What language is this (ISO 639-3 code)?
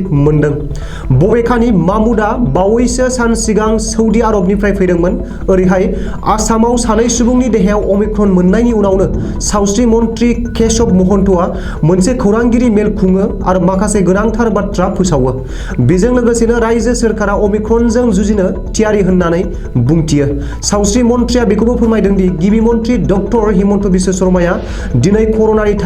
brx